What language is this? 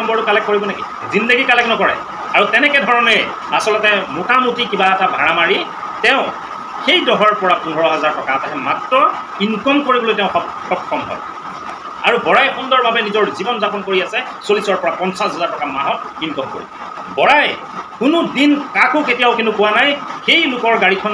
Assamese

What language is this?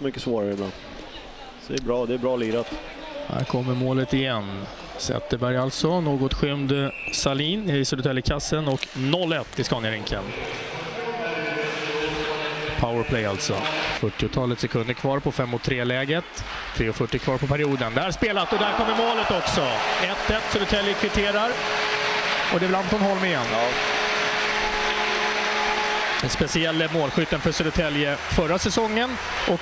Swedish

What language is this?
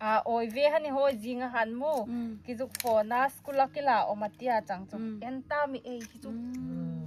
Hmar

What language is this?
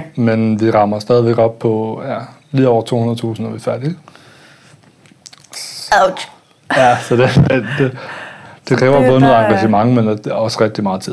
Danish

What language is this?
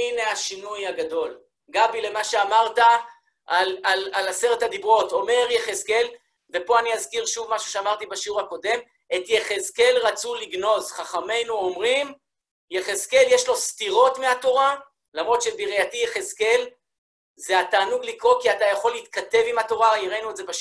Hebrew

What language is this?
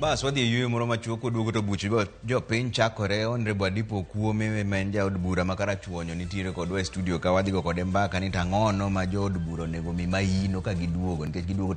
Luo (Kenya and Tanzania)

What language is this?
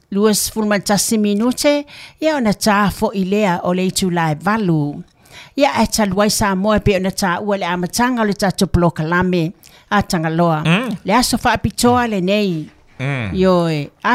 Samoan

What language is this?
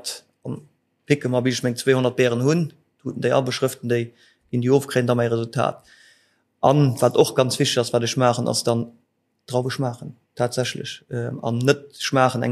Luxembourgish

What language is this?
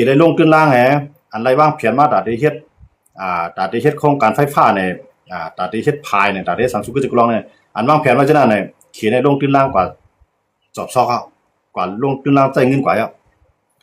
Shan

